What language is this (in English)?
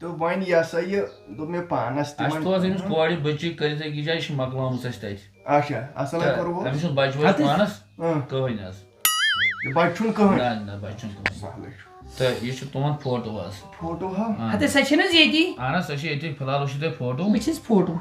Kashmiri